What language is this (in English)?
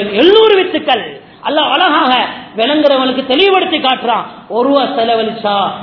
Tamil